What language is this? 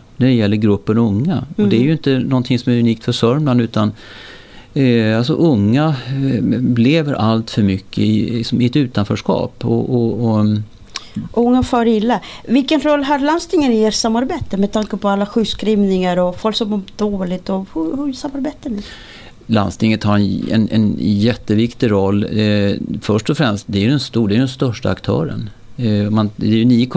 Swedish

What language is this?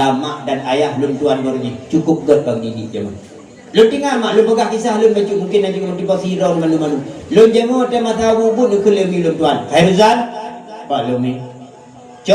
Achinese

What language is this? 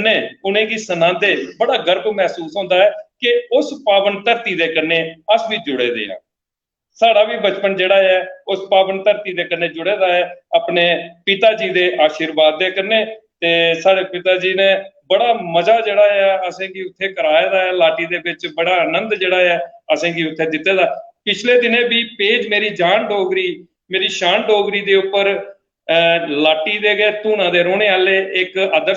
Dogri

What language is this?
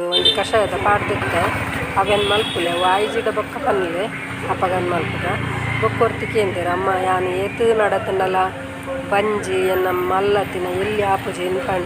Tulu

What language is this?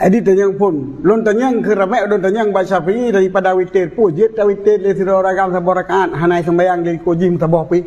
Achinese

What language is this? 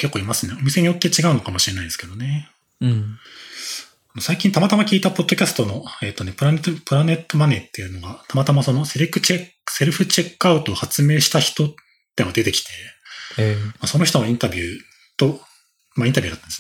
Japanese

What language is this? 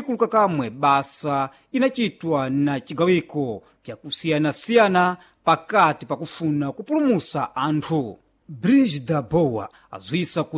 Sena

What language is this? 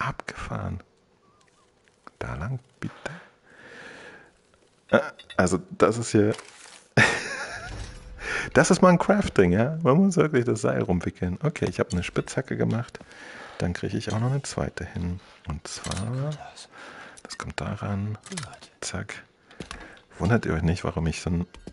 German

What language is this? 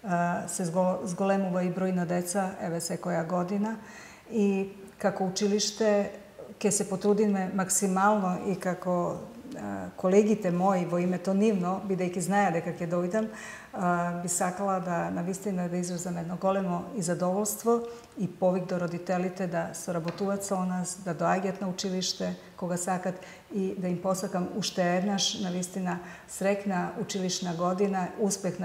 Macedonian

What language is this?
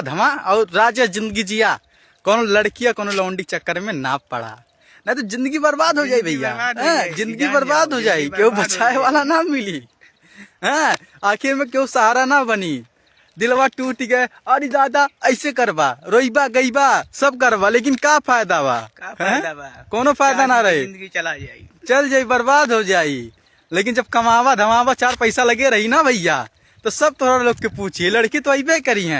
Bhojpuri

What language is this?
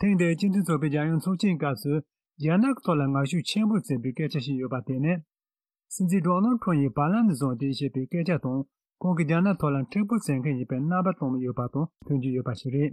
Tibetan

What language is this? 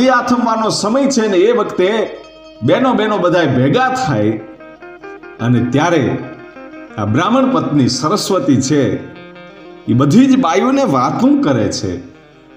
Gujarati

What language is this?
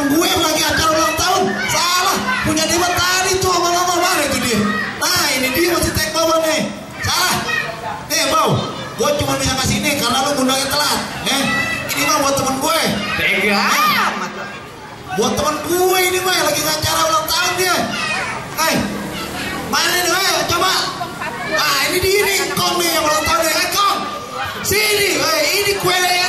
Betawi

